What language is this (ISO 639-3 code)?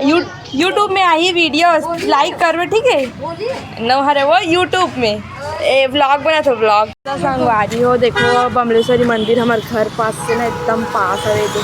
hne